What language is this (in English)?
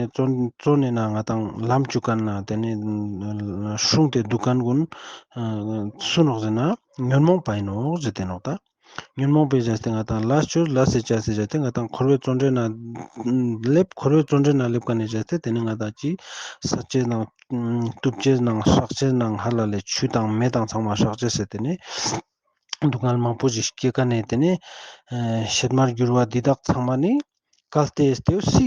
Ladakhi